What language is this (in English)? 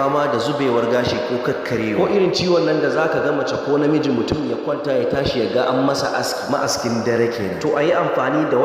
Hausa